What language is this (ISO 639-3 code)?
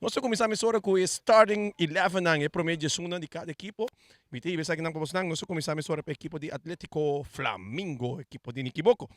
pap